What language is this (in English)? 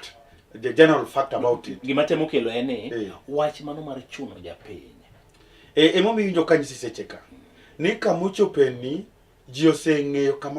Luo (Kenya and Tanzania)